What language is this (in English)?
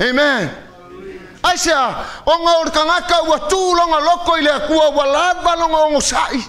Samoan